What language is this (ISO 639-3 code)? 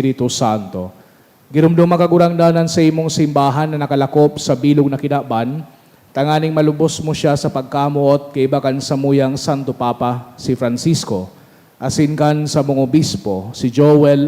bik